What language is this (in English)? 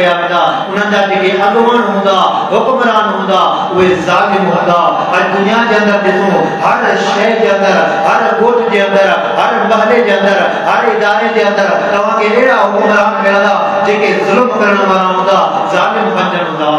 Sindhi